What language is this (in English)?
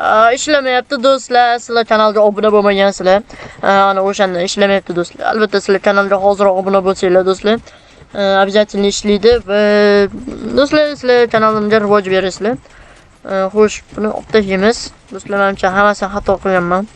Uzbek